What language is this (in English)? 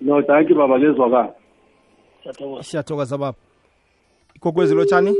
South Ndebele